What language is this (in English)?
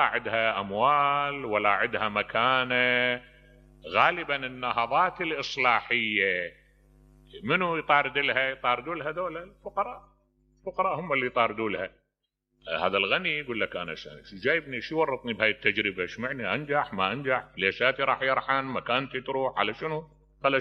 Mesopotamian Arabic